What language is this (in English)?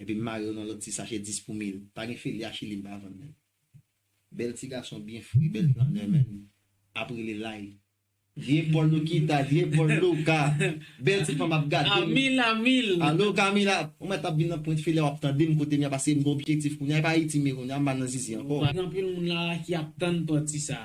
Haitian Creole